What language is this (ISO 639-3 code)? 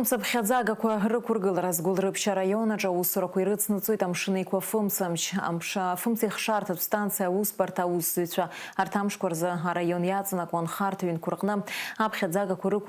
abk